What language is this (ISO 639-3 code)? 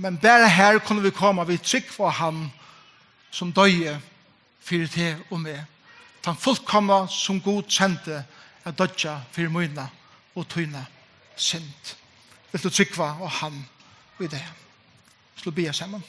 fao